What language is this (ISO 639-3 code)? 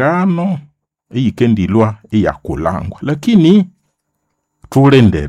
nnb